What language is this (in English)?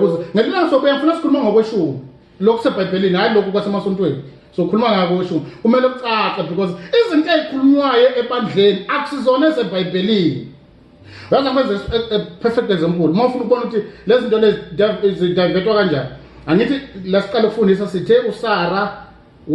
Zulu